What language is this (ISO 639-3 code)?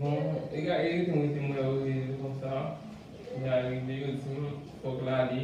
hat